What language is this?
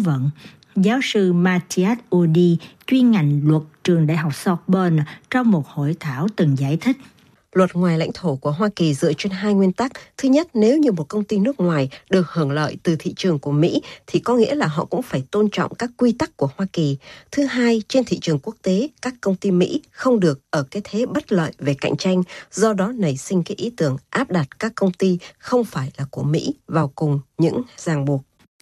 Vietnamese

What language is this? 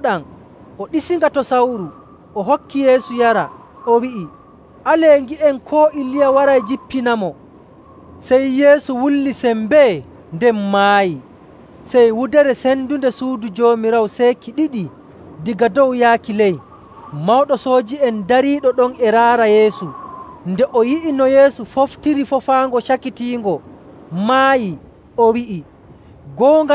Nigerian Fulfulde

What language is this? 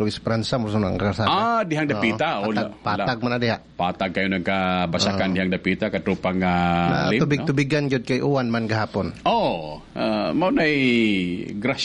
Cebuano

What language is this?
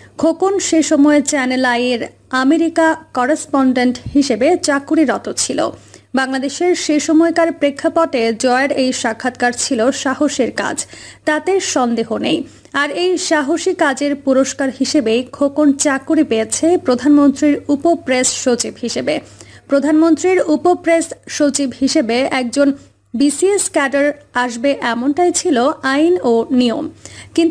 Bangla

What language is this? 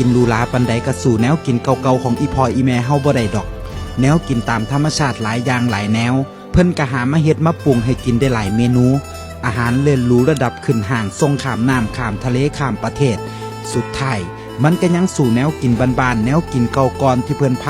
Northeastern Thai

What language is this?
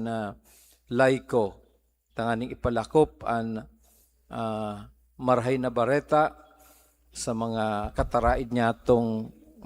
Bikol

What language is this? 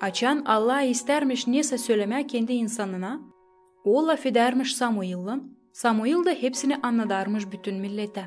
Gagauz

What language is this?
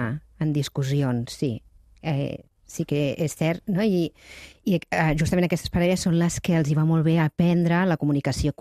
Catalan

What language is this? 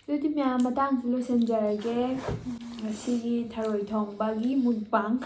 Manipuri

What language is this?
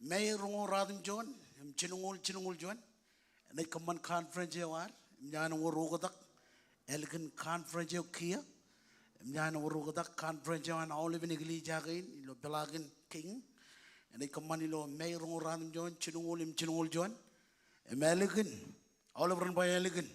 Marshallese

